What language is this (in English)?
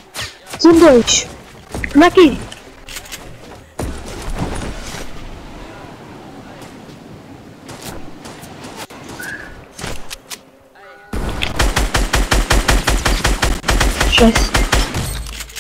Portuguese